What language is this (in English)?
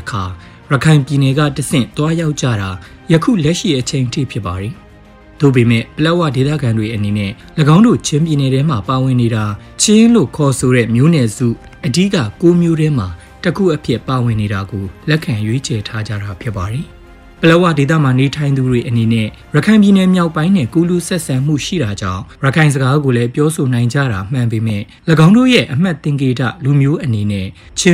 Burmese